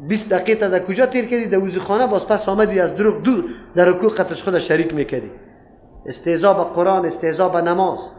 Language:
Persian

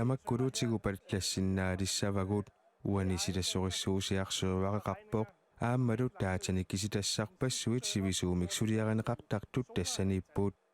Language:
Kalaallisut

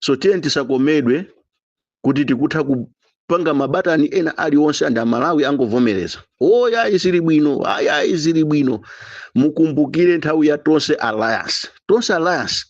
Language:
Nyanja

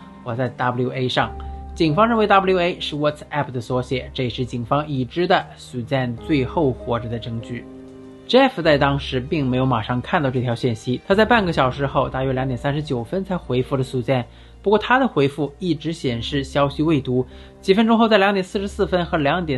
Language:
Chinese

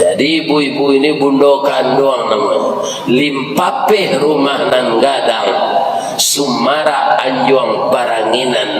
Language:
Minangkabau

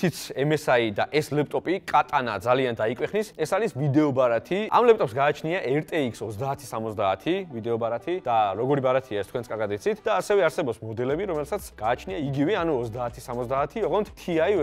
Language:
Georgian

